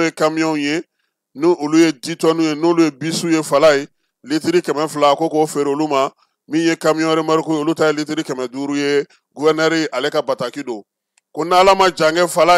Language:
Bambara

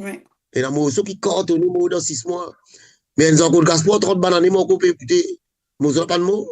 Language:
Morisyen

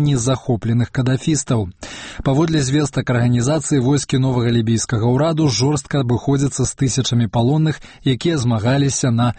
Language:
Belarusian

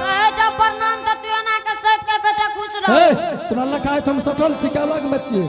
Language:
Angika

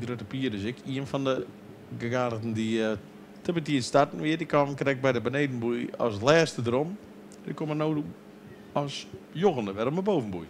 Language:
Western Frisian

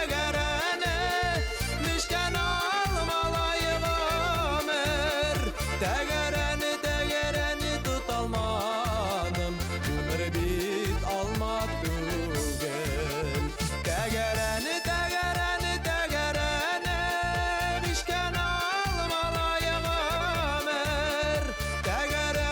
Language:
Bashkir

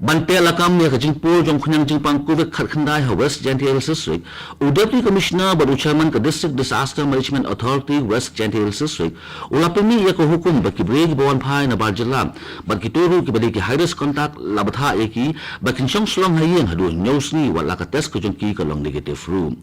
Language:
Khasi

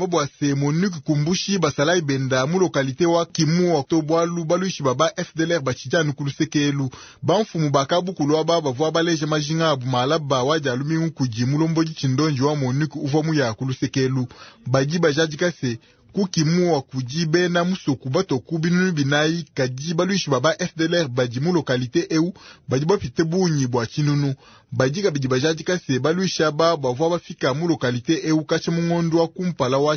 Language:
Luba-Lulua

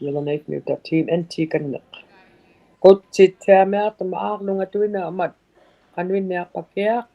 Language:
Inuktitut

